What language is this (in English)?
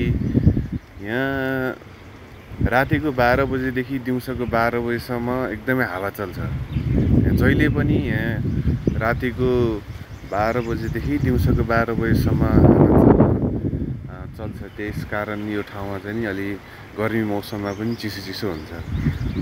Nepali